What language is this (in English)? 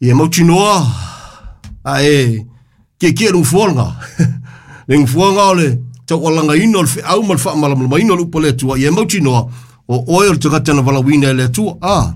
Samoan